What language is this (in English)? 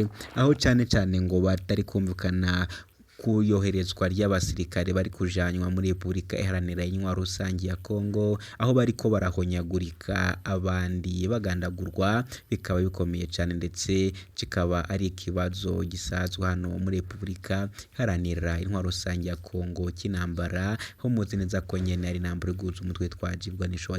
Rundi